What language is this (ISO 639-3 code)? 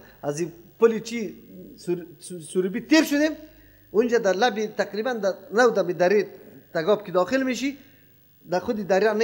fas